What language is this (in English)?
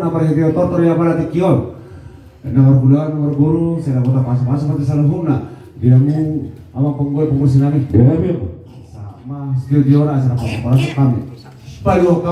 Batak Toba